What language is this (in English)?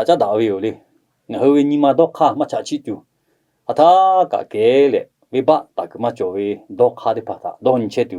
Lahu